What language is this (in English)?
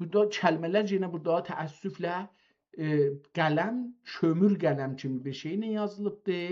South Azerbaijani